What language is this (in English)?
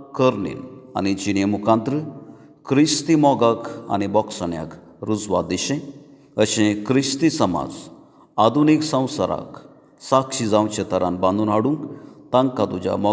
Konkani